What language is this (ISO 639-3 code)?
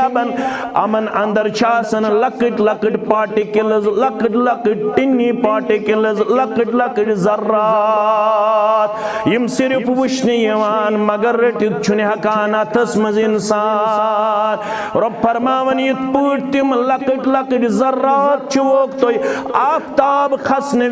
kas